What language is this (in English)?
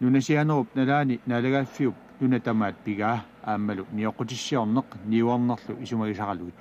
Kalaallisut